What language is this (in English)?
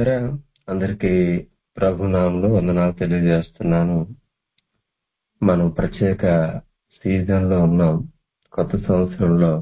Telugu